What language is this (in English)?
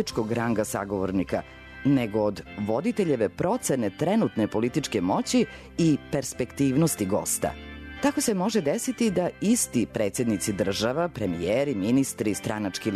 Serbian